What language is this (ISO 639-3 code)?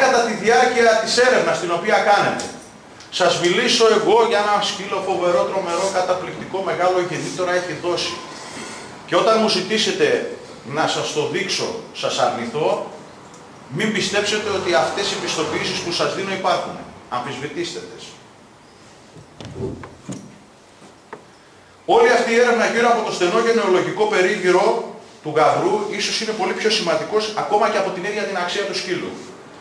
ell